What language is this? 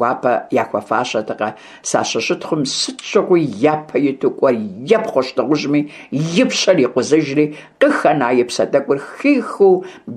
Kabardian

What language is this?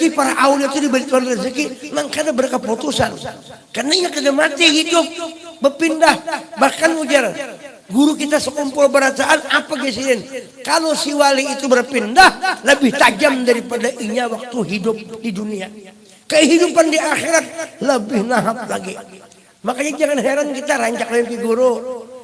Banjar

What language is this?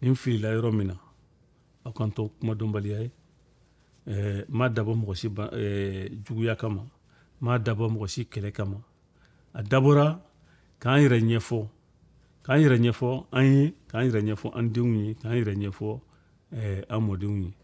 Bambara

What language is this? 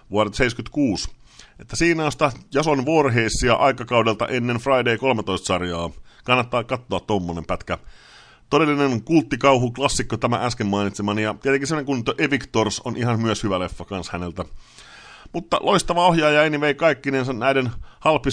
Finnish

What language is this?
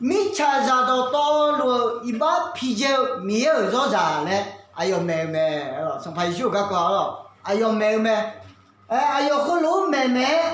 Akha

